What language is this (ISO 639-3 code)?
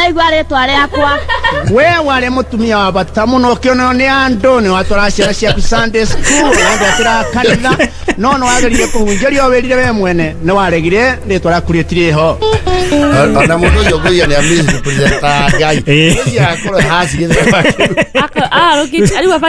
kik